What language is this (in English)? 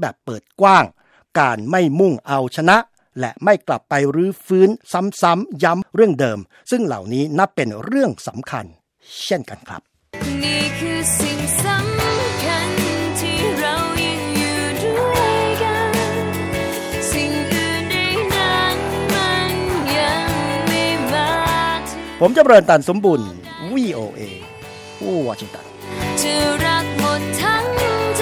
Thai